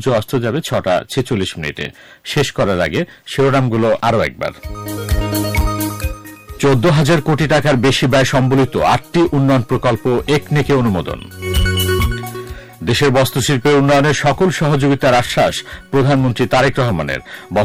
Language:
Bangla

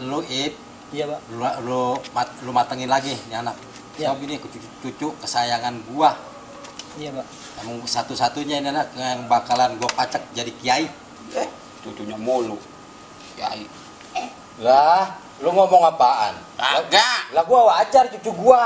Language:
Betawi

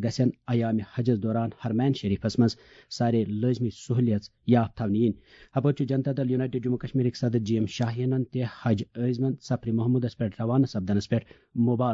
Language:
Kashmiri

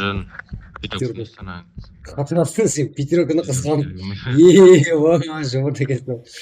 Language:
Kara-Kalpak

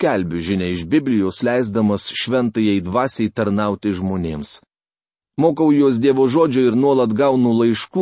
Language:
Lithuanian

